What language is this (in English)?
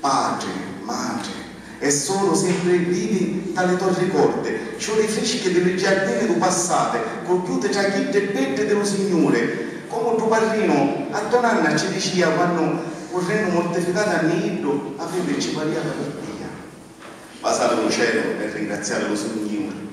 Sicilian